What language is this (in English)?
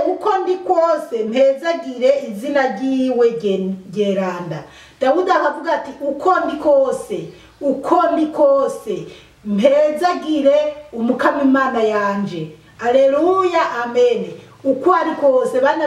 Rundi